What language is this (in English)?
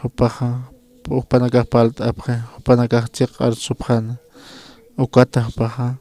Aymara